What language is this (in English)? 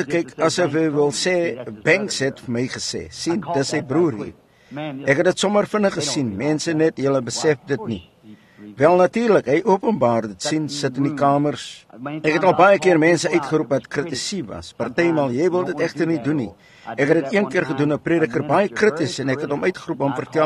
Afrikaans